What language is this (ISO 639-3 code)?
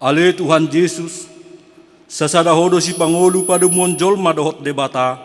bbc